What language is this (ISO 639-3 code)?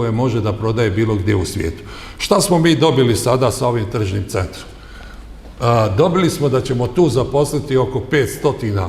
bos